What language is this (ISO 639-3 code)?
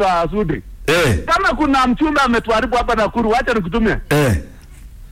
swa